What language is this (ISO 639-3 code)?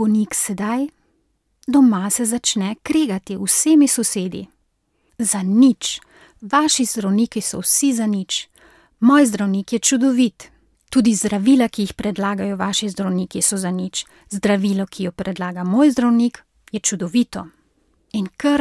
slv